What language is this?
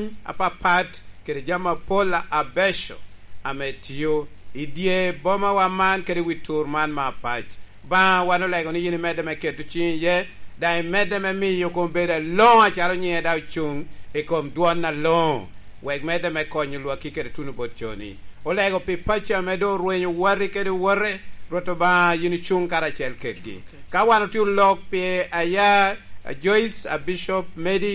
Lango (Uganda)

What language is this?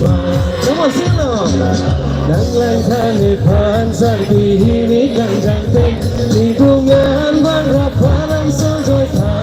Karbi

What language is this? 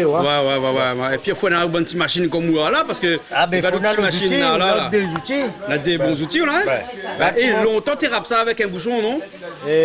Réunion Creole French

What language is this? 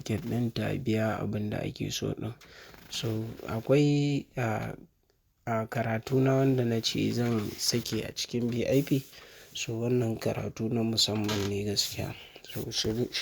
Hausa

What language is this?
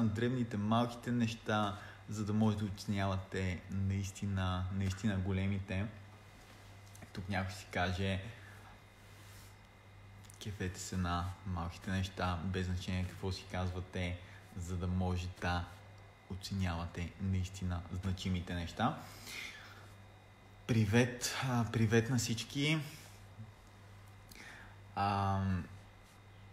Bulgarian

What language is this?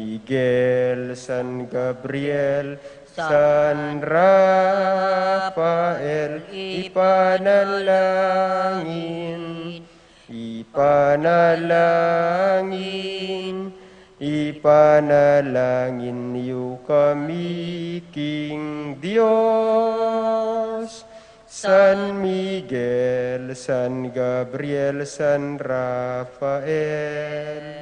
Pampanga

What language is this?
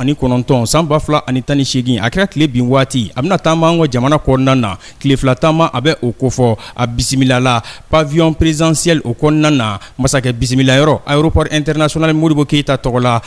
Bambara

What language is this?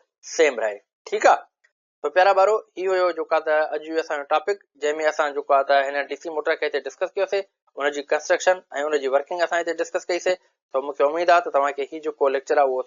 Sindhi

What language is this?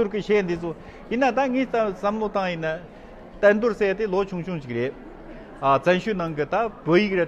Tibetan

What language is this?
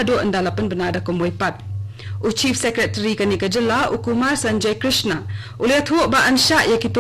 Khasi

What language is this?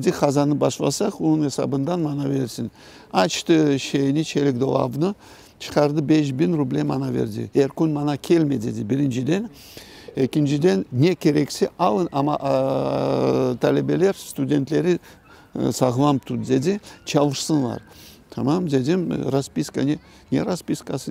Crimean Tatar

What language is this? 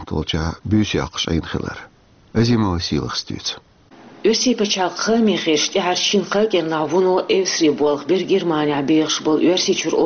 Chechen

